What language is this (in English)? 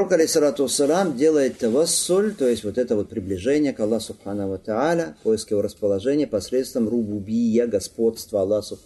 Russian